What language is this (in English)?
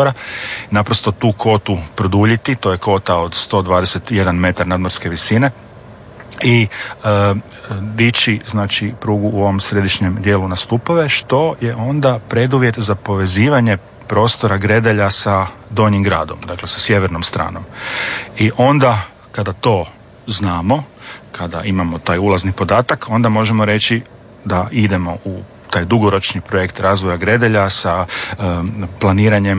Croatian